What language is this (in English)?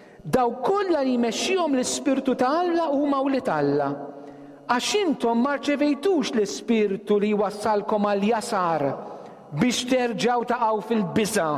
Maltese